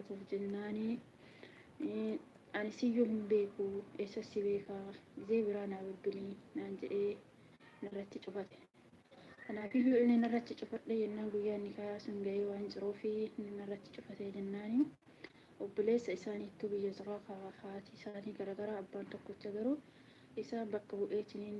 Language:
Oromo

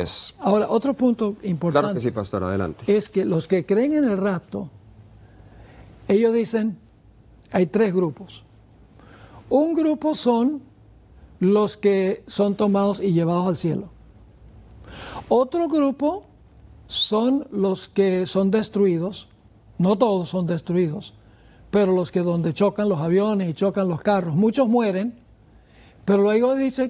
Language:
Spanish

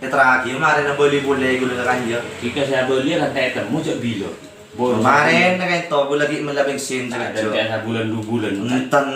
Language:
Madurese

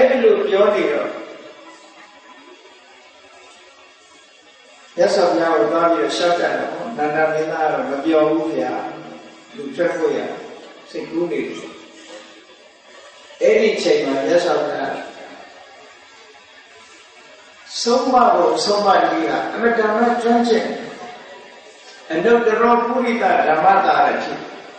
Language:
Burmese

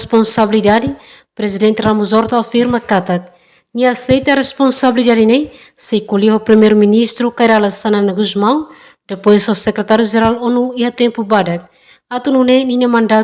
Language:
Tetum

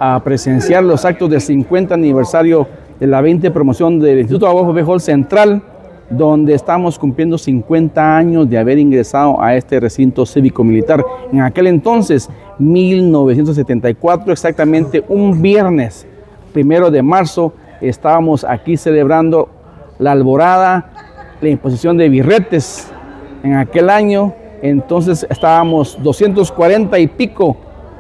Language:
Spanish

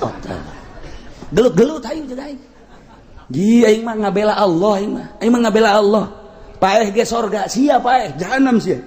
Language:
Sundanese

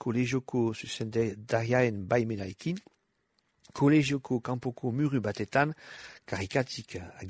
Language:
Basque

